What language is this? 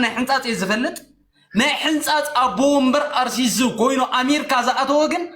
Tigrinya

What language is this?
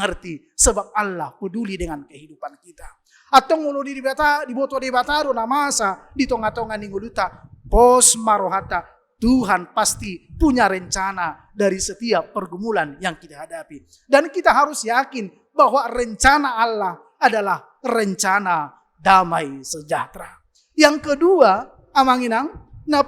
Batak Toba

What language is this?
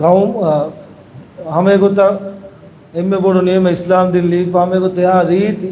Divehi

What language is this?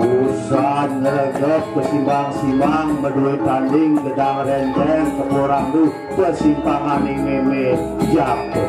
Balinese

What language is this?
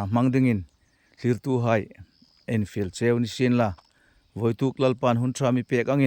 Hmar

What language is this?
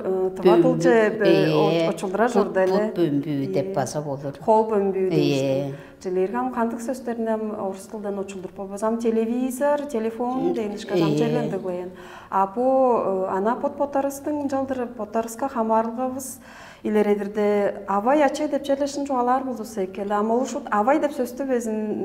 Tuvinian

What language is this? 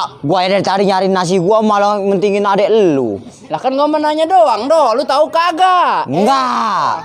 Betawi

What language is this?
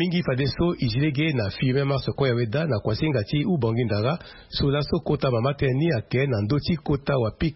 Sango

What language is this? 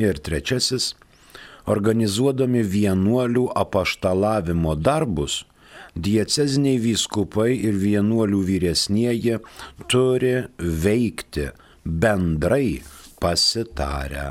Lithuanian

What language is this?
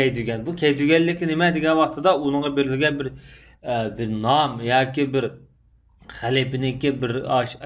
Uyghur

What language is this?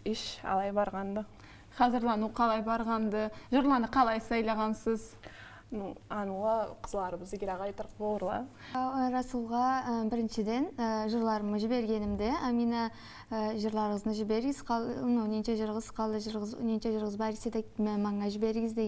Karachay-Balkar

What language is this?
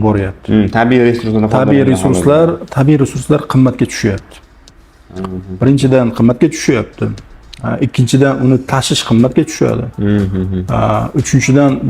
Uzbek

